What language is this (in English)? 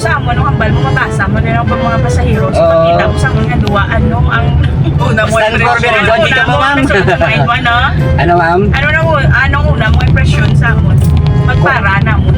Hiligaynon